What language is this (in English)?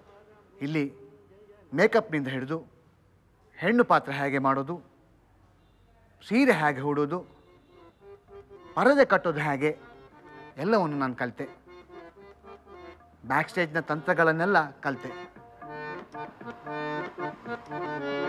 Kannada